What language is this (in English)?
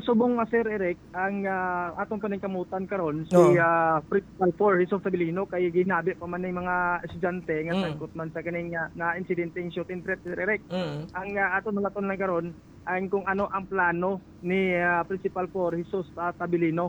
Hiligaynon